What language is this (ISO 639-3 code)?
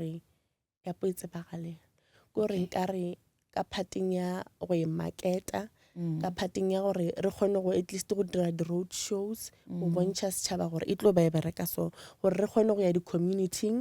nso